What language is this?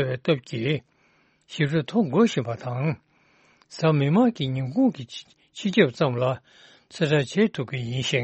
Tibetan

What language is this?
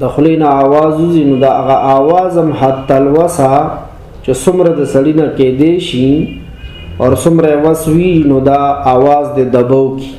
Pashto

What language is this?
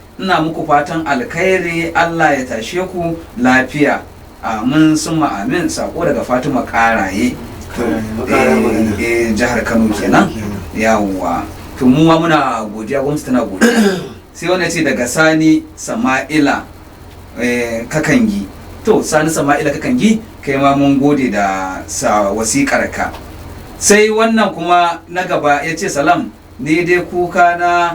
Hausa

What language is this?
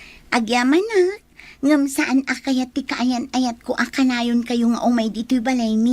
Iloko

